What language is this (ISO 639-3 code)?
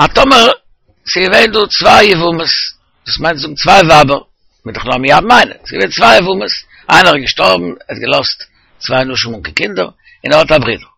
yid